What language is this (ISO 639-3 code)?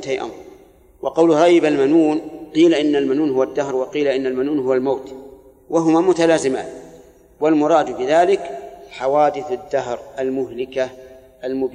ara